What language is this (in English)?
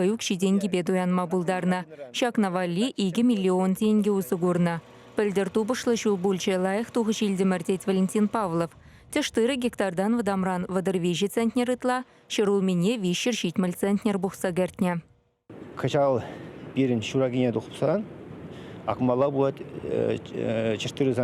Chuvash